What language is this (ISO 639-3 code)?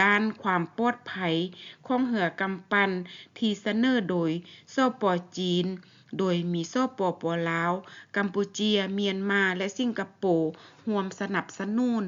lao